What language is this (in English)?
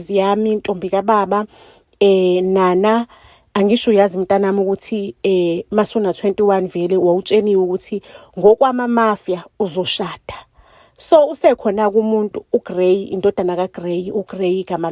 Zulu